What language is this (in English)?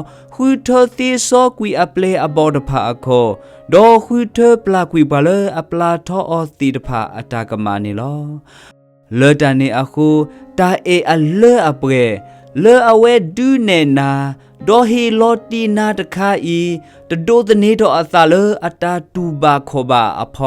S'gaw Karen